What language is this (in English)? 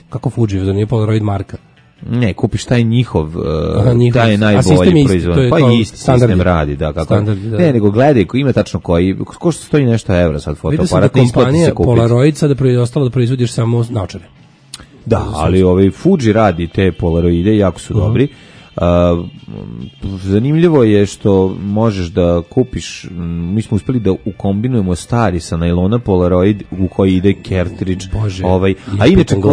Serbian